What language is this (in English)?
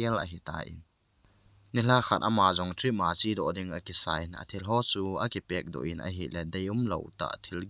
Thado Chin